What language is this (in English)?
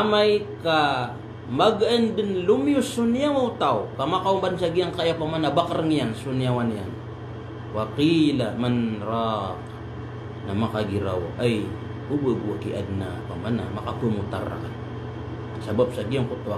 Maranao